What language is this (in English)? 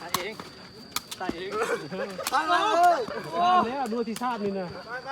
Lao